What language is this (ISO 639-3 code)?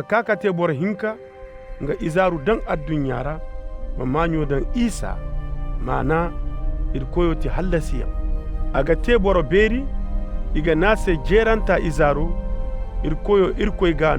ses